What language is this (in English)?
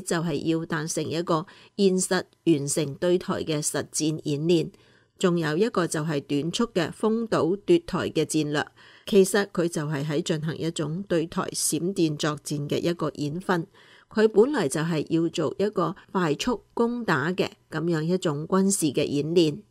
Cantonese